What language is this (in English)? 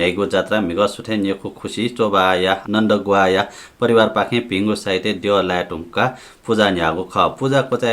Newari